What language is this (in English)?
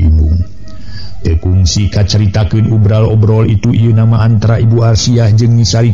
Sundanese